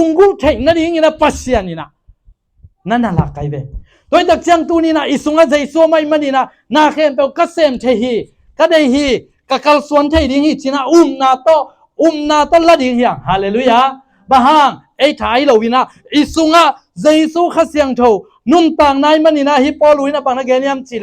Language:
Tedim Chin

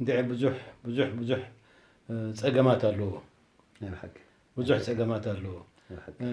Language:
Tigrinya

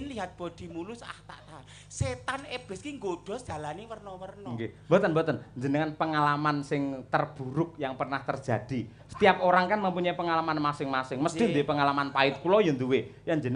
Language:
Javanese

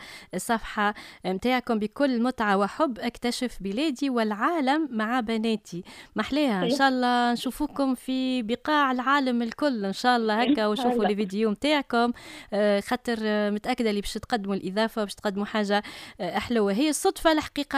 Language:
Tunisian Arabic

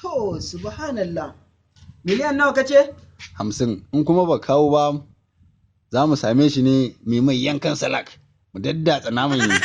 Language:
Hausa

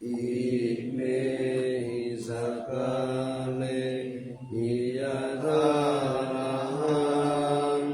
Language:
Pali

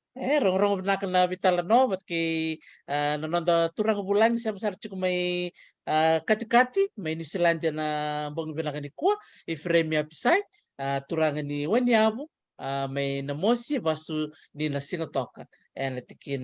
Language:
Fijian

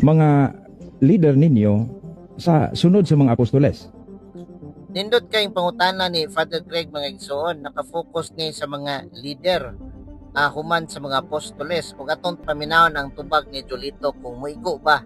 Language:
Cebuano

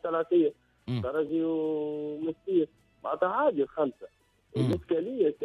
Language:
Tunisian Arabic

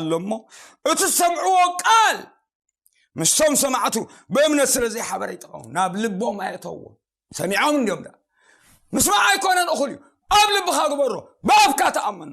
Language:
Tigrinya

